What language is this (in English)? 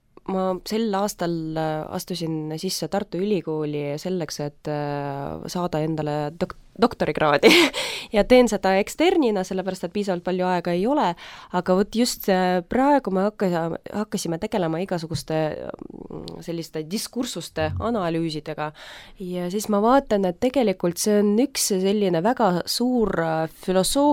Estonian